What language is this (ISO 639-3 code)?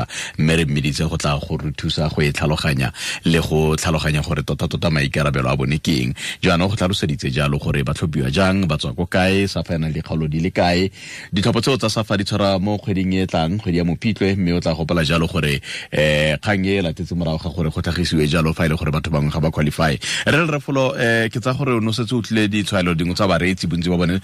tsn